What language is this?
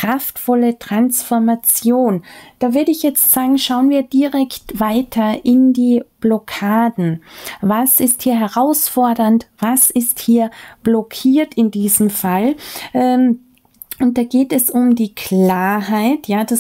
German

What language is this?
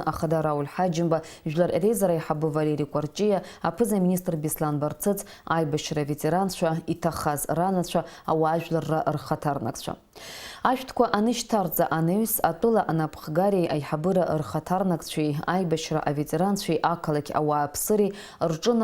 Abkhazian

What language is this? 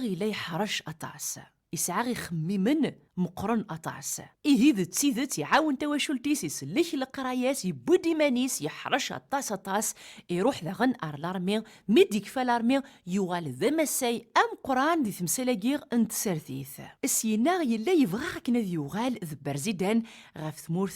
Kabyle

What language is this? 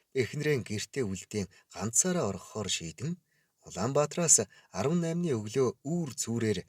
Mongolian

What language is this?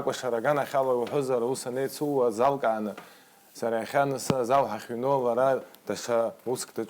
Abkhazian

